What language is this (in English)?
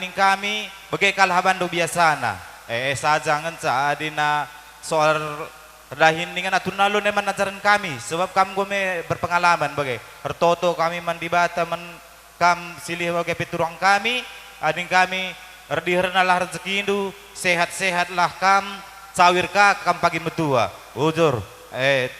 Batak Karo